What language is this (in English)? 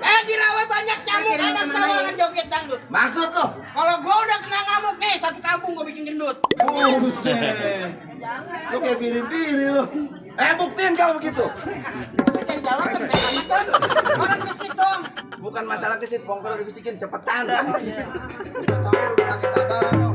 Betawi